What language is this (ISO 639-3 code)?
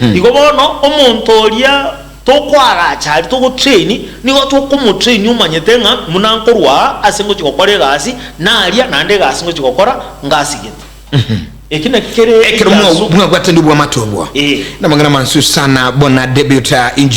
guz